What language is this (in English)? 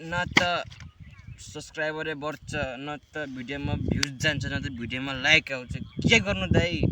Nepali